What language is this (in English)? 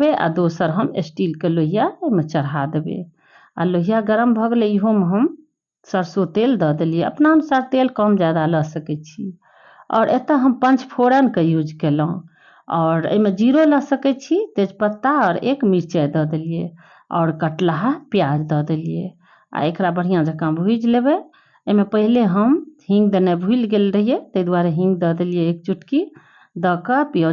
Maithili